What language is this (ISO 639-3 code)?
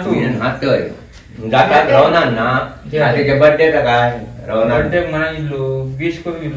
kok